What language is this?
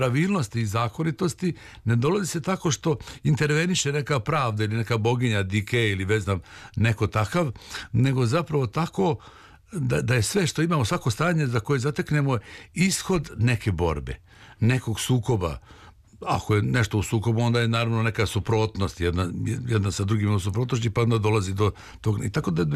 Serbian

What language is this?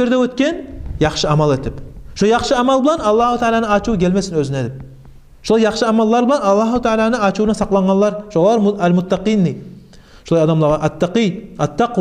Kumyk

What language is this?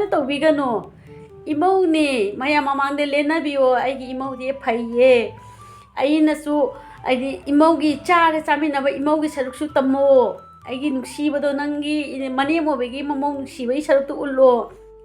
Manipuri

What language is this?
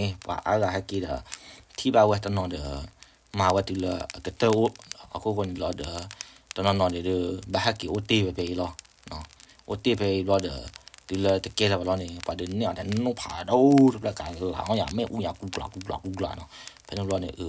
S'gaw Karen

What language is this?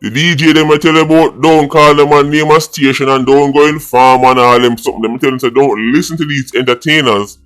Jamaican Creole English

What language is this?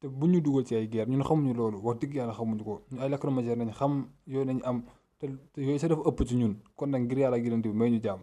Wolof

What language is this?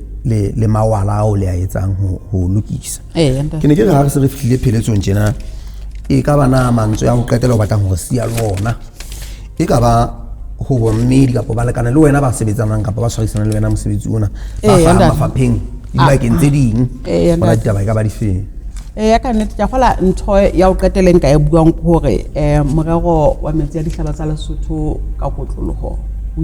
Southern Sotho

